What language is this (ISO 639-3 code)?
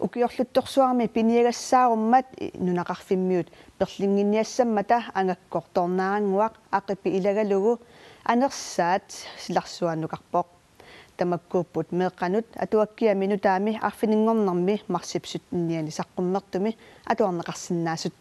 kal